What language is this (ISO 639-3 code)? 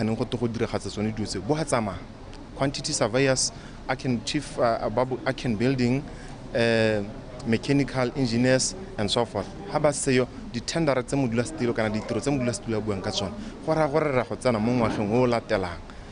tsn